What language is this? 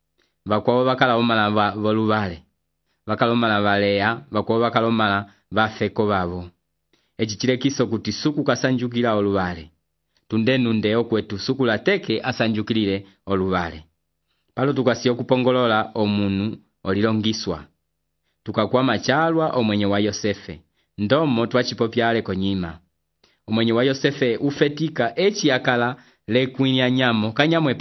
Umbundu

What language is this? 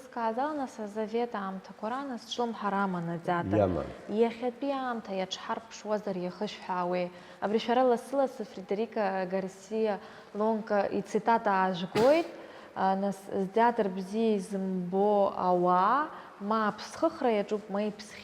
Abkhazian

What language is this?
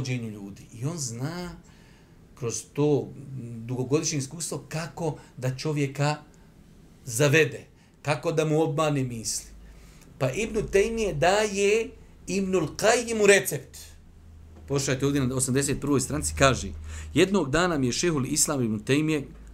Bosnian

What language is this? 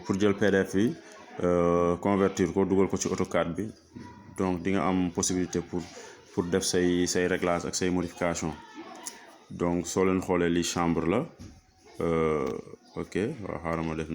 Wolof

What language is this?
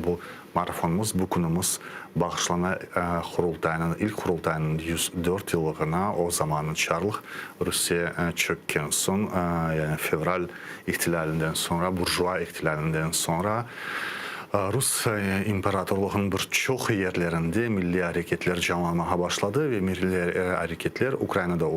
Crimean Tatar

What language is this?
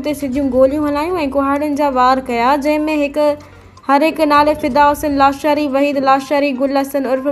Sindhi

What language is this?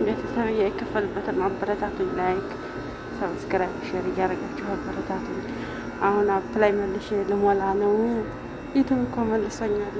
Amharic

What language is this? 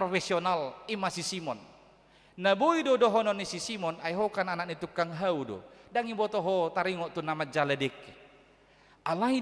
Batak Toba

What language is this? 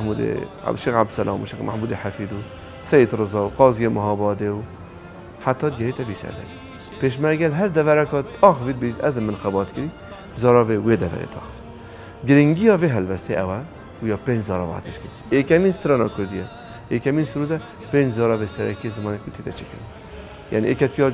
Kurdish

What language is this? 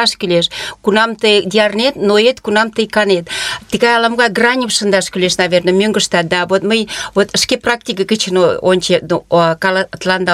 Mari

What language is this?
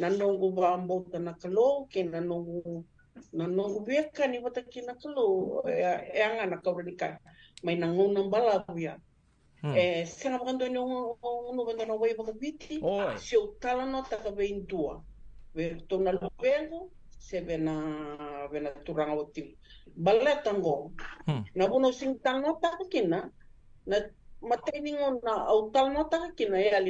Fijian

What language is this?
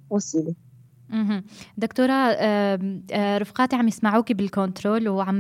North Levantine Arabic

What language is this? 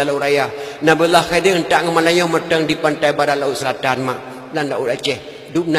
Achinese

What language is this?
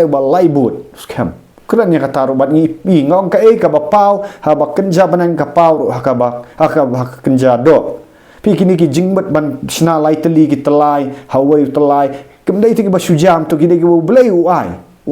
Khasi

